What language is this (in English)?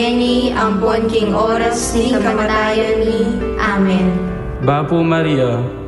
Pampanga